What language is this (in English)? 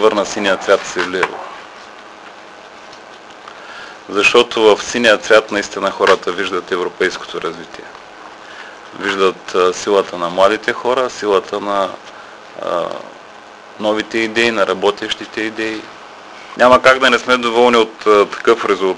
Bulgarian